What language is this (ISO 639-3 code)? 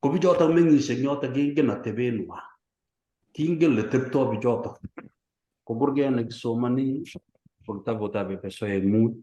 kln